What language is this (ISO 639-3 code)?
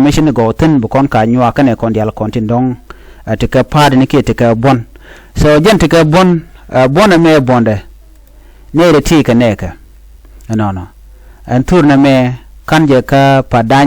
nus